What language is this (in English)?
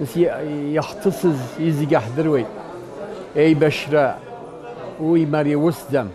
Abkhazian